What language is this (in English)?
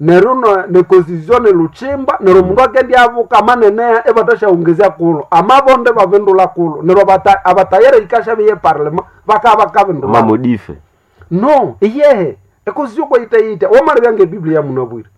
Nande